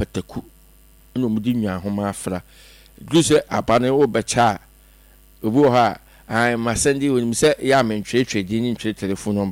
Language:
Akan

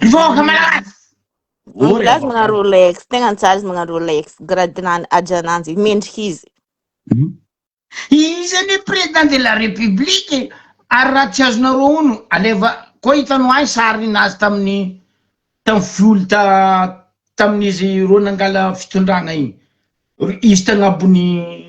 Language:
Malagasy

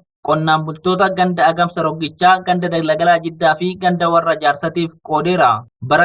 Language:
Oromo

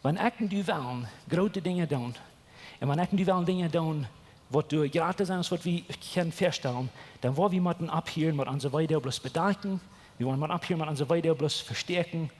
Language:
Plautdietsch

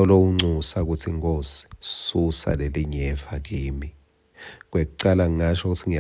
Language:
Swati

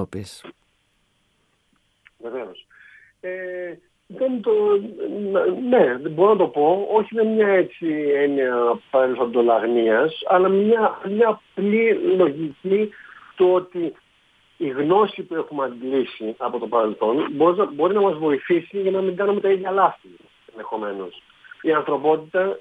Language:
Greek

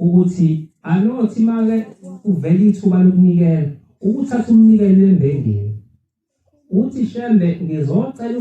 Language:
Zulu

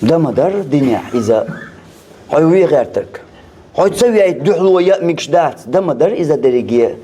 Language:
Chechen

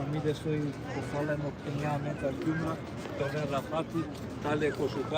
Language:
Balkan Romani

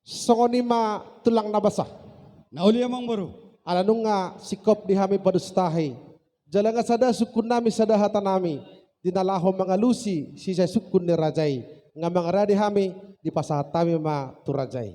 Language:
Batak Toba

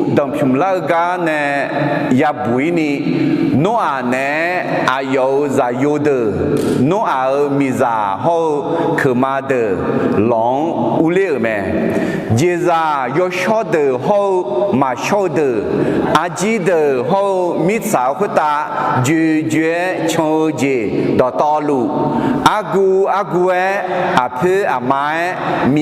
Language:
Akha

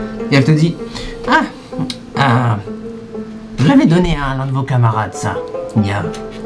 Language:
French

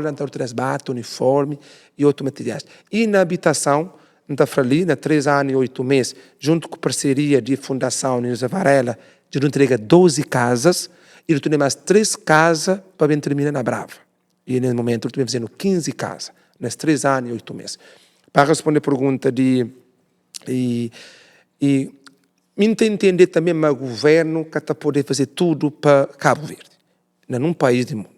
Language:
Kabuverdianu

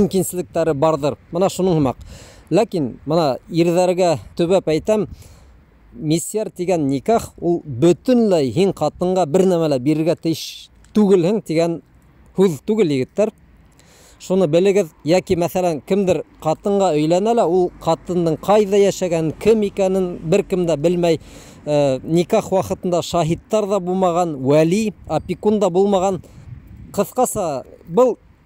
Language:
Bashkir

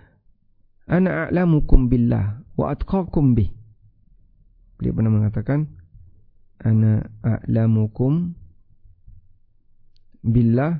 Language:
Indonesian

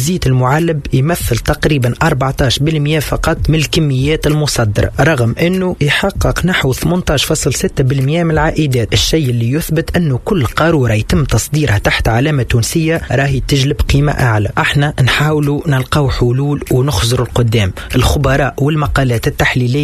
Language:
Tunisian Arabic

